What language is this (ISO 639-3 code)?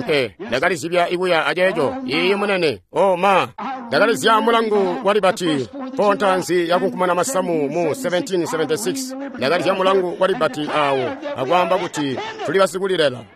toi